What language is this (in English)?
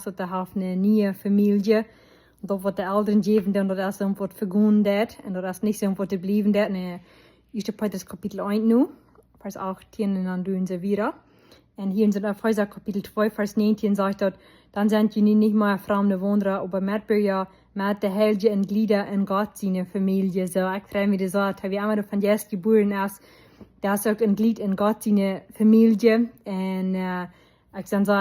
Plautdietsch